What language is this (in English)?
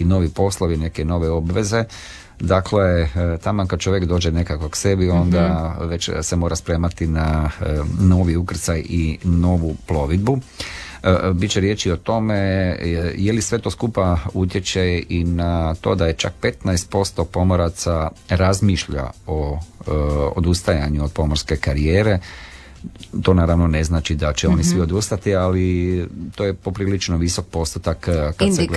Croatian